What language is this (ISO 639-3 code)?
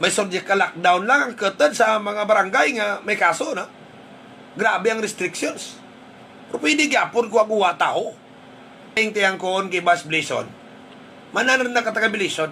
hil